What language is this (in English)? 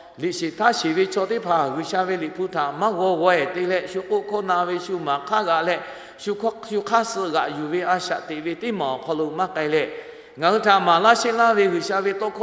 Lahu